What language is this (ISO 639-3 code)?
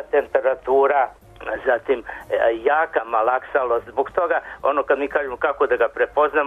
srp